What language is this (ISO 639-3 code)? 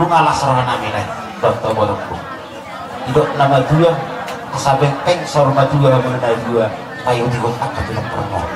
bbc